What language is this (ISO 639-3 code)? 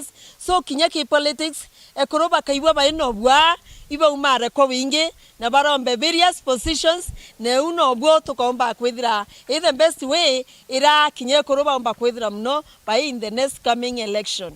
mer